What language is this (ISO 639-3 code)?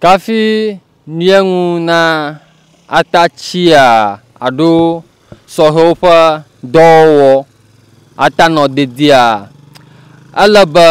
ewe